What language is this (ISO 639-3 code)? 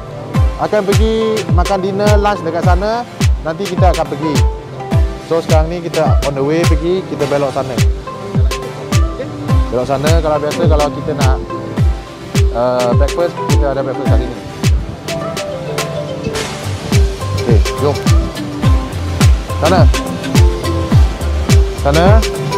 msa